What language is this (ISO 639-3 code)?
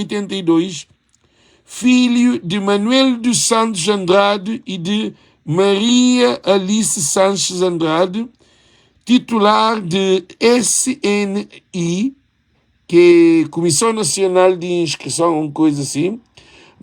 kea